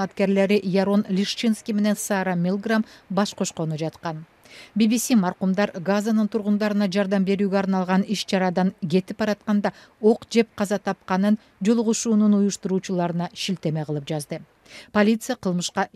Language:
Kyrgyz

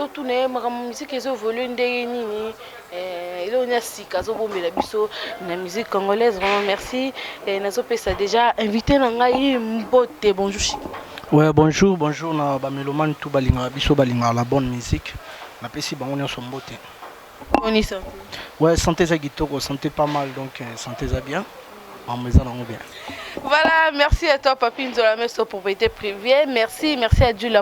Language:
Lingala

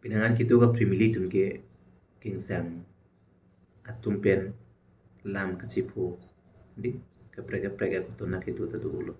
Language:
Karbi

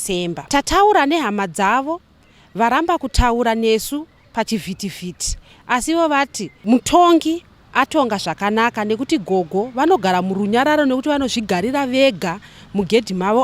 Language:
Shona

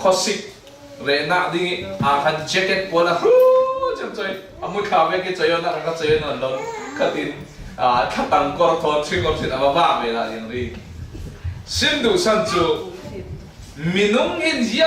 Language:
Falam Chin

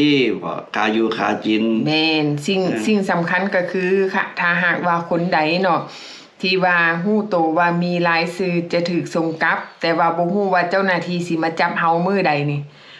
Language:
Lao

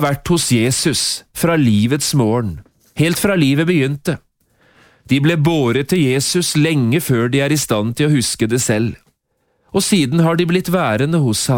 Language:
Norwegian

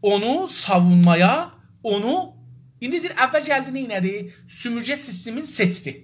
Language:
South Azerbaijani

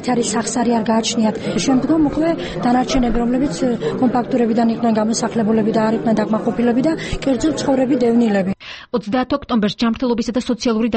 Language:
Georgian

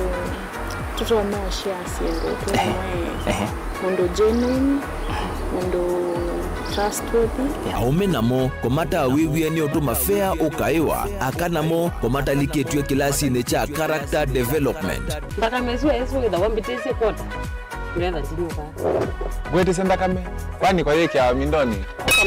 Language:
Kamba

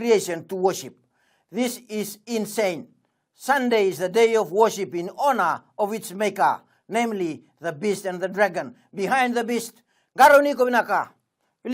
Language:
Fijian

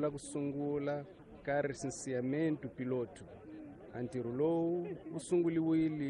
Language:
Tsonga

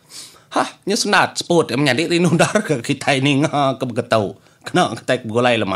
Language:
Iban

